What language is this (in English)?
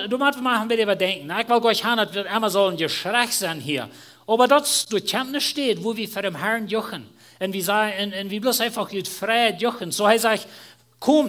Plautdietsch